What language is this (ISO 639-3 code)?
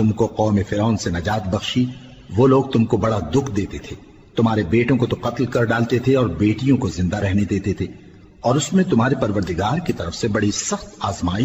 urd